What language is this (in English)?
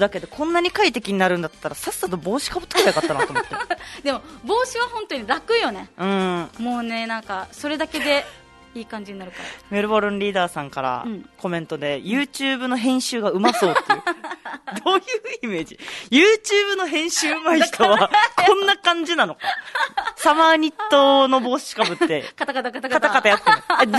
Japanese